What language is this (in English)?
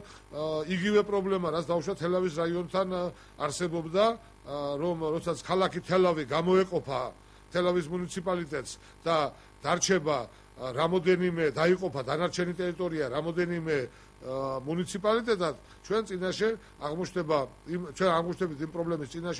Georgian